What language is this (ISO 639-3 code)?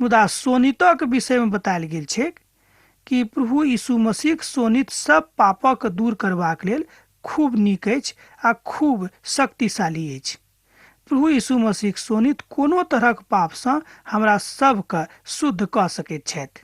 mai